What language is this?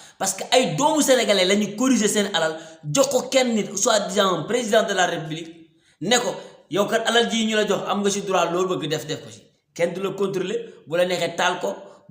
Wolof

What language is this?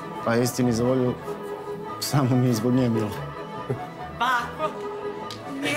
Serbian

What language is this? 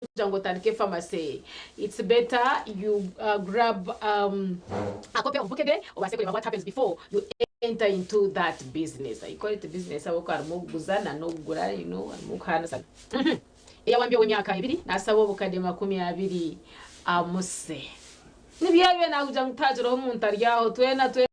Nyankole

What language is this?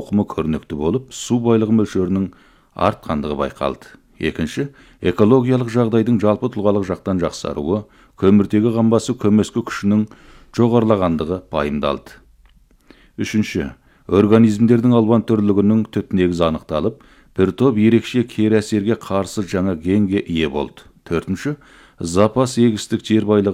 Kazakh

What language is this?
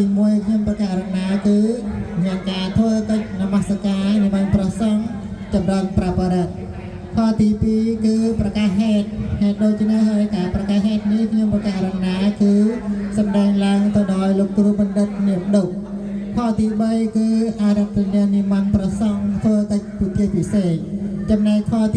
Khmer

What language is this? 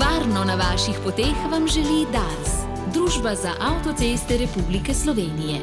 Slovenian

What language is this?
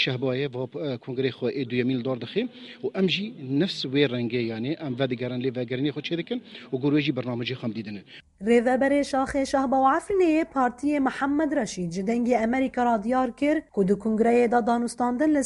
Kurdish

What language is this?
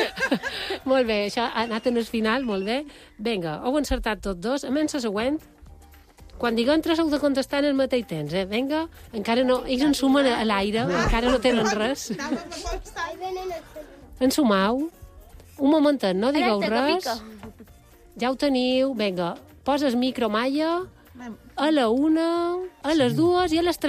Catalan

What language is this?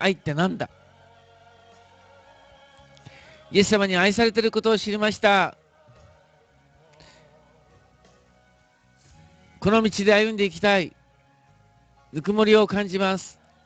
Japanese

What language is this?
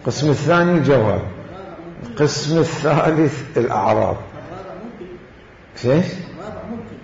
Mesopotamian Arabic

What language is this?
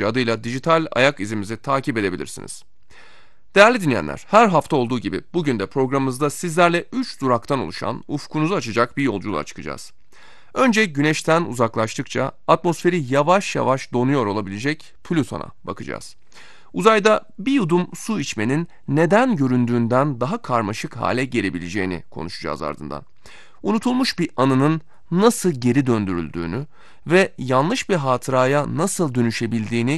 Turkish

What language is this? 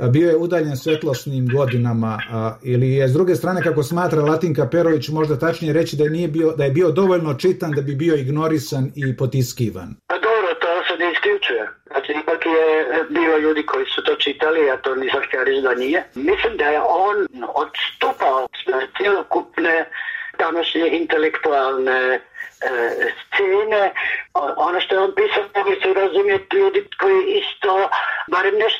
Serbian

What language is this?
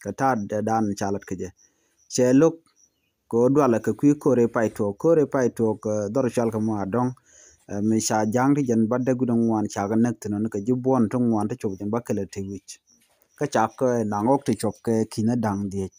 Nuer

